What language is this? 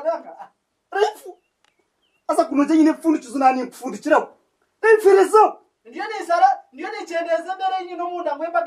Nyankole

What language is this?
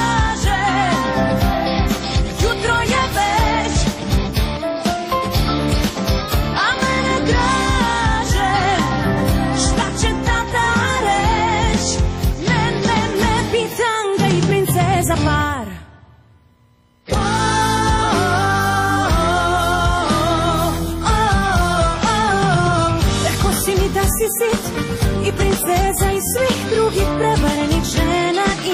Croatian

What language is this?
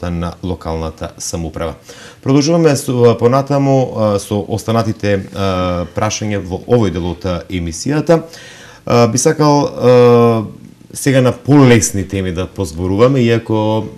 Macedonian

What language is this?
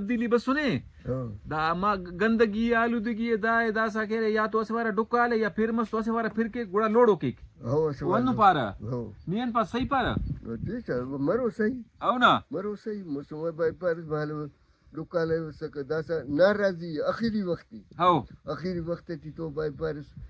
Brahui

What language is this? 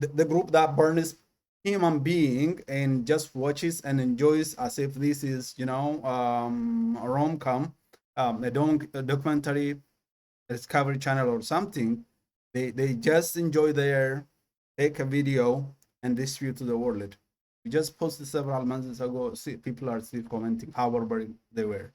English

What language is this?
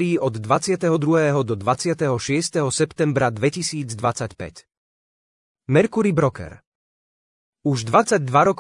Slovak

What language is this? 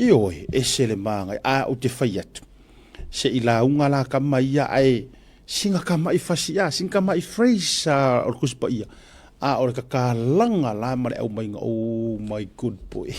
Samoan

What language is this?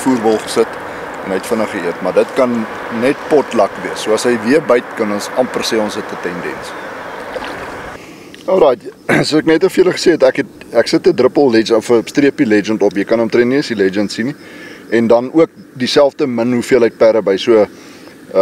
Afrikaans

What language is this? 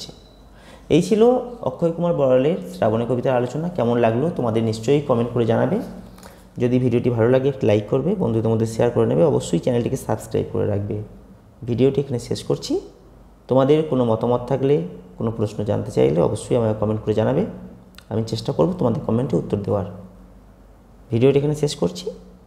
Bangla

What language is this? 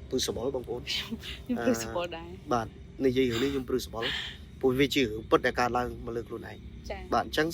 Khmer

